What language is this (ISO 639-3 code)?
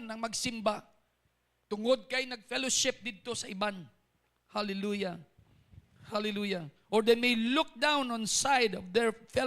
hil